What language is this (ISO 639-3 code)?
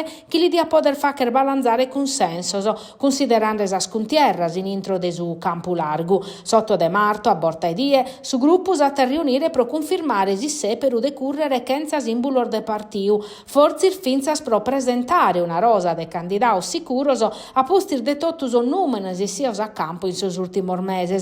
srd